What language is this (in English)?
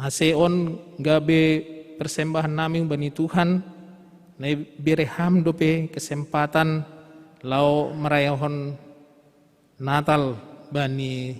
Batak Simalungun